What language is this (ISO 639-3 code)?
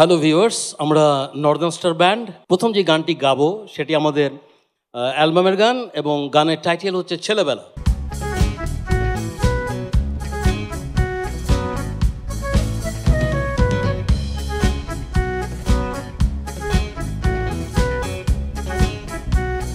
ben